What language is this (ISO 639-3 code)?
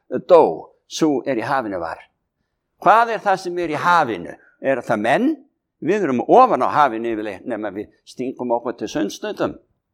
isl